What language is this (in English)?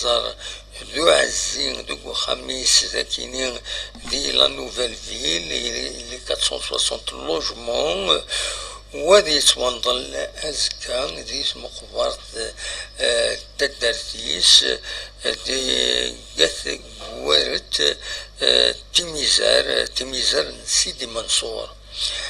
Kabyle